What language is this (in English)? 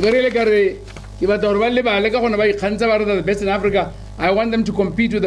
Tswana